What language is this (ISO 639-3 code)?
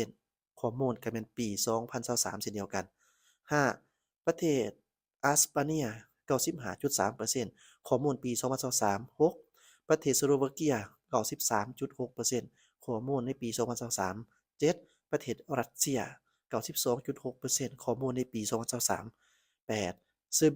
lao